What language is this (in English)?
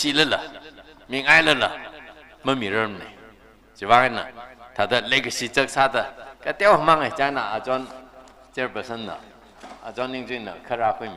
Tangkhul Naga (India)